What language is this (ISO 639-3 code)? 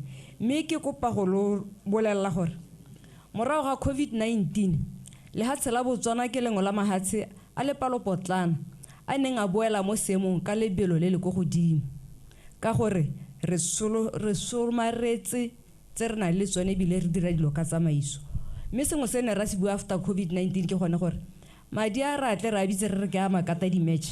tsn